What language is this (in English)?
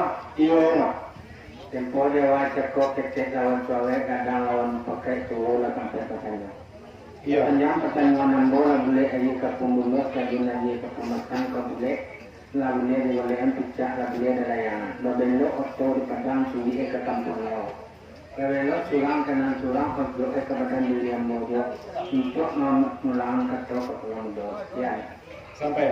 Minangkabau